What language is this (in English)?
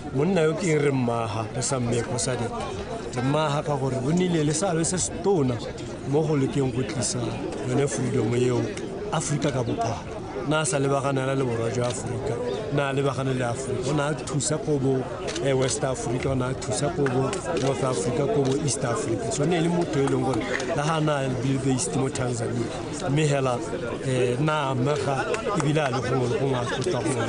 Tswana